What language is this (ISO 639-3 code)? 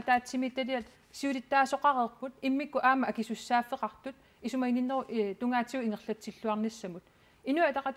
kal